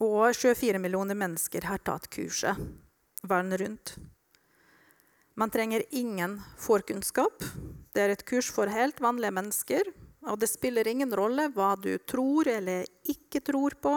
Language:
Norwegian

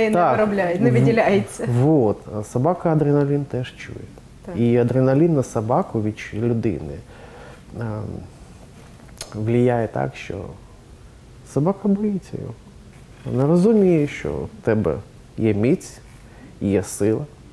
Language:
Ukrainian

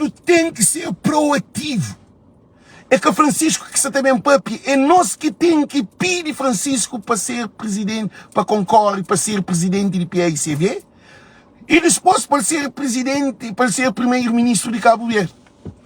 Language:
Kabuverdianu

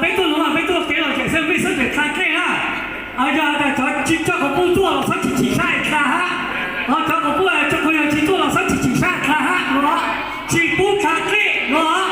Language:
Hmong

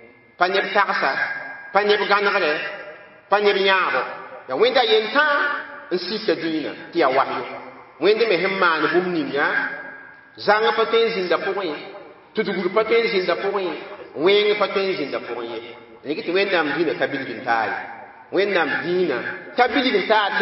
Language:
Mossi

